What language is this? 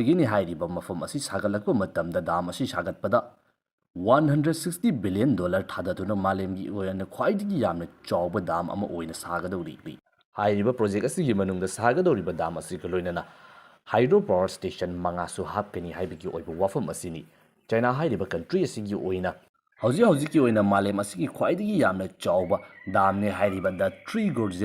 Manipuri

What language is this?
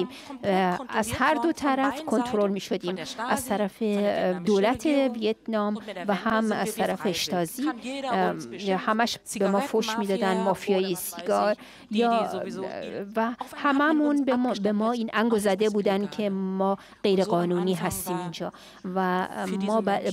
Persian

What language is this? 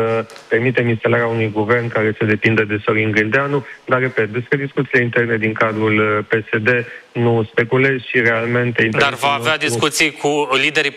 Romanian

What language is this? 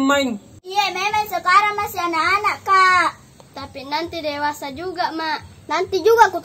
Makassar Malay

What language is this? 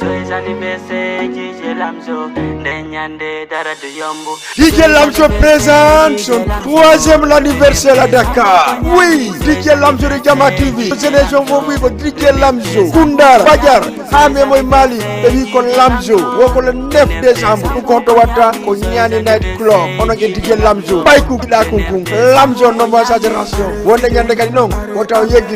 Fula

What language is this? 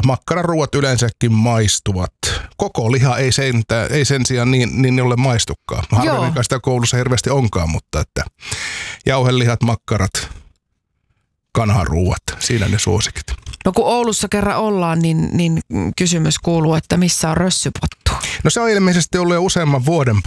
Finnish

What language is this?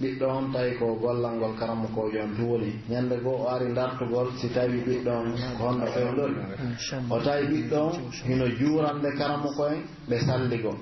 Pular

